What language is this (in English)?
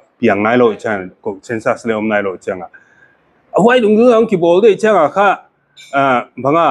Paite Chin